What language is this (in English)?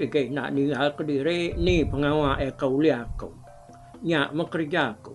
Iban